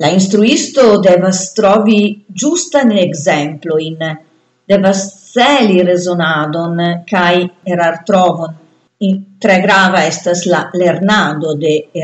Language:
Esperanto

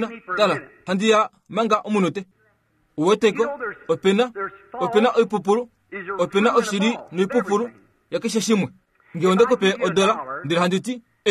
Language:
Kuanyama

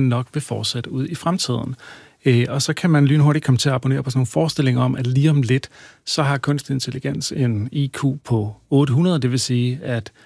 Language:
Danish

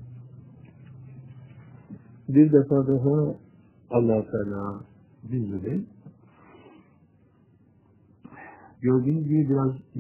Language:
Turkish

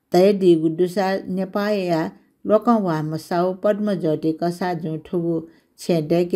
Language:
Newari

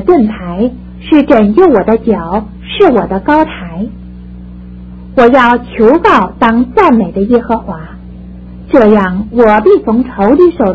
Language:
Chinese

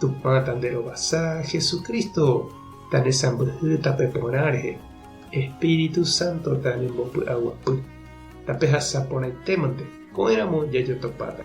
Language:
Guarani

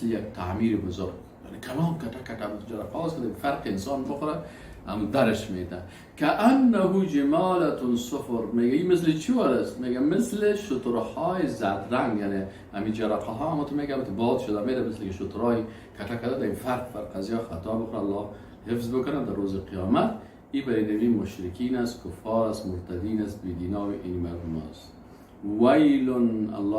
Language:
Persian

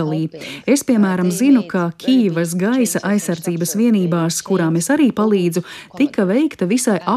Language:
Latvian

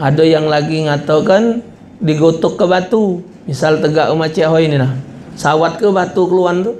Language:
Musi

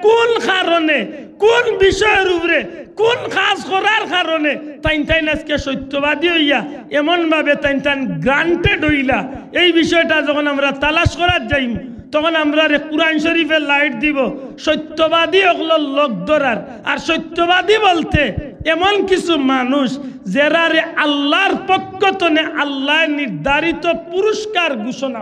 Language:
Sylheti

